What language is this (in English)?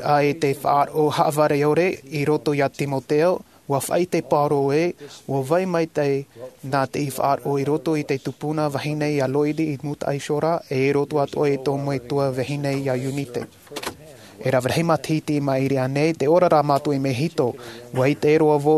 Tahitian